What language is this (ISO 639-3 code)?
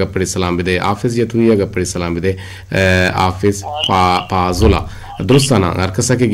bgp